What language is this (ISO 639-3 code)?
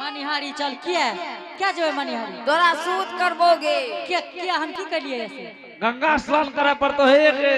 anp